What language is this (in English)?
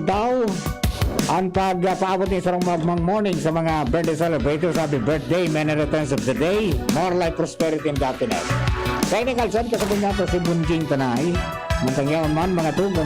Bikol